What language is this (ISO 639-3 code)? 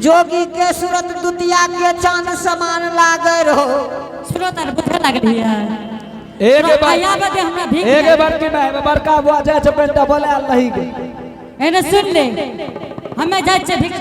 anp